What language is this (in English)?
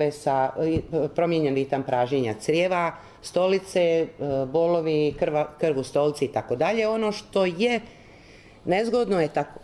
Croatian